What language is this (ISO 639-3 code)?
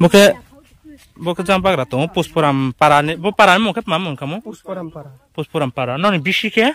ria